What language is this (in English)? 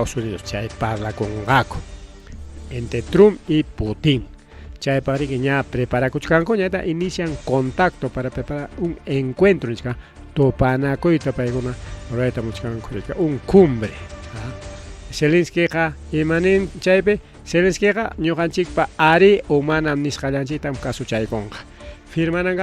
Ayacucho Quechua